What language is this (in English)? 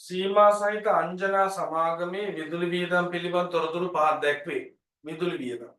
Sinhala